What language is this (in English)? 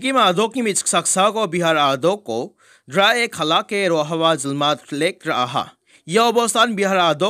Garo